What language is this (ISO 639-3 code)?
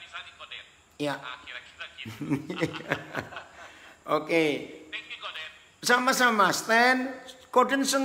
ind